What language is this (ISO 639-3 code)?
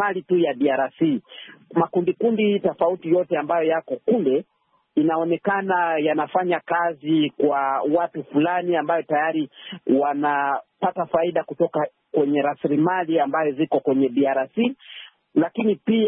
swa